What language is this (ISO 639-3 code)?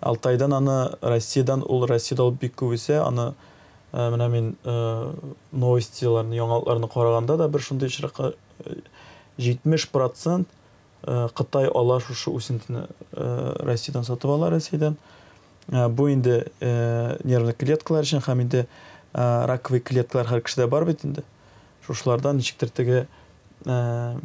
tat